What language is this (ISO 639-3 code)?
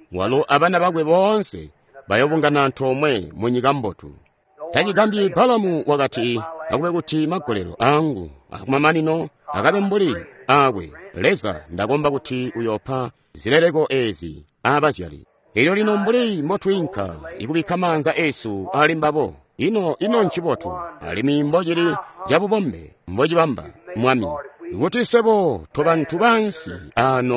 toi